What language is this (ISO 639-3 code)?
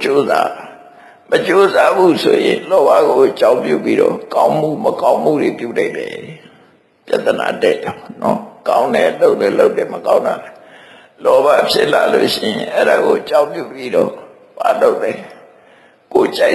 mya